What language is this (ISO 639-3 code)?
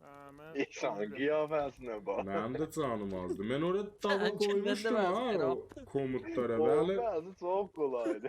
azb